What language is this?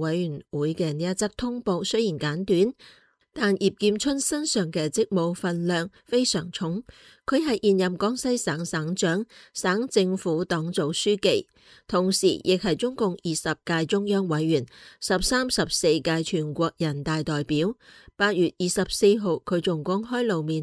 Cantonese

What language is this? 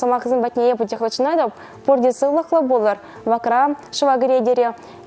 Chuvash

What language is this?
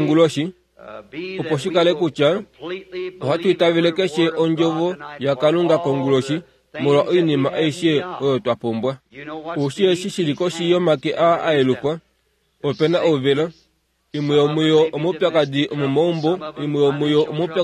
Kuanyama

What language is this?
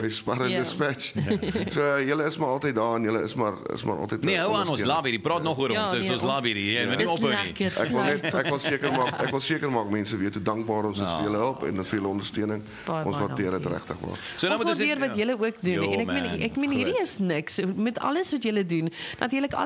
Afrikaans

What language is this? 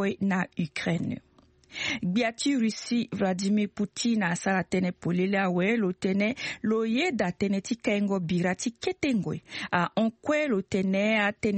Sango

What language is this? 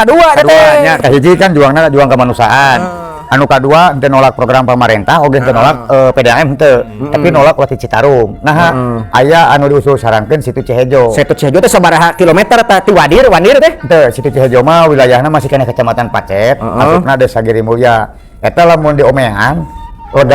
Sundanese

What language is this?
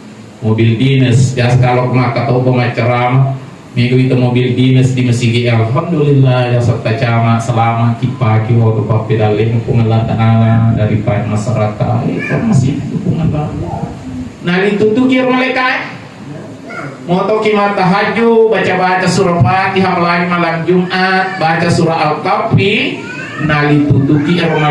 Buginese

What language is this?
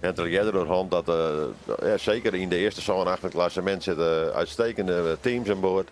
Western Frisian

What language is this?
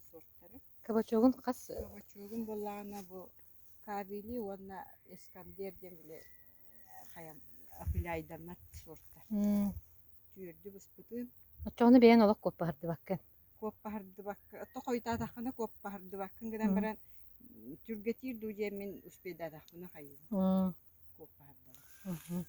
Yakut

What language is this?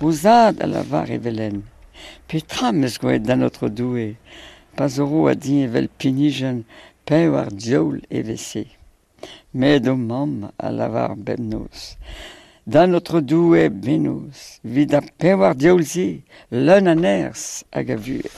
Breton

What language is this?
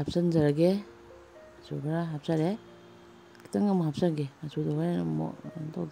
Manipuri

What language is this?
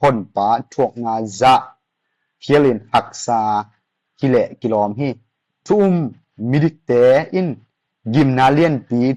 Tedim Chin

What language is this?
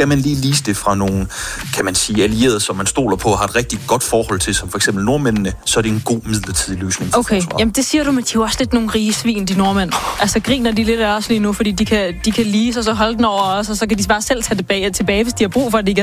Danish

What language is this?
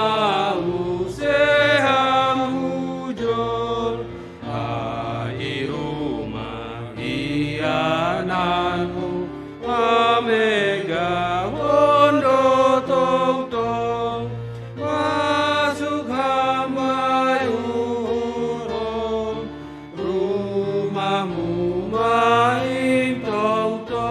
Batak Simalungun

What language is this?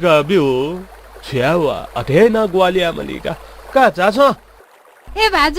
Newari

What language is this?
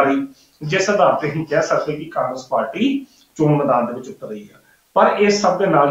Punjabi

